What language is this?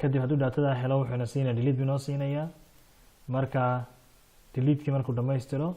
Somali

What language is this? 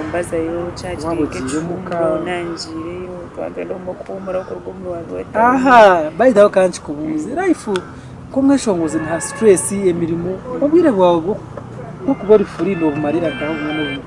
Nyankole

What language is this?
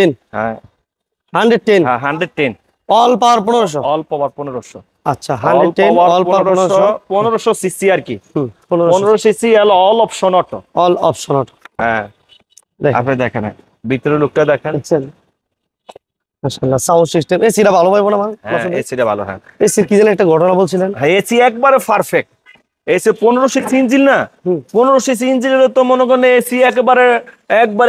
Bangla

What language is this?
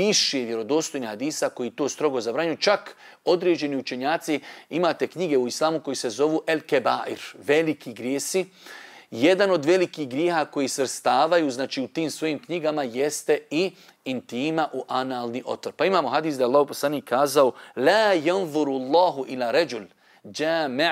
Bosnian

